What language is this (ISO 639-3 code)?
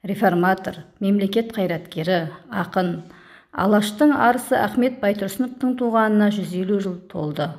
kaz